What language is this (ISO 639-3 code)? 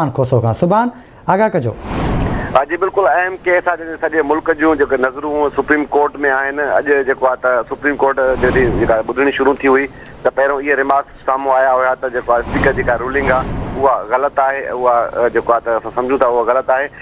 snd